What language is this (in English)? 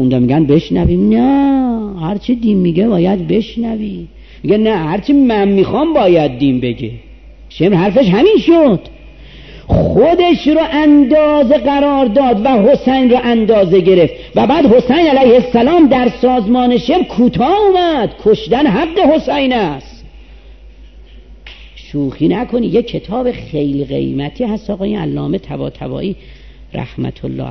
Persian